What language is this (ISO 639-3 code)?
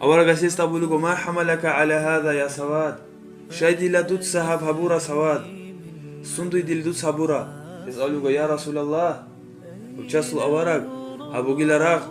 ava